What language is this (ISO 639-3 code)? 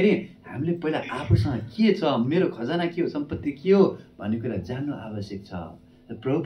nep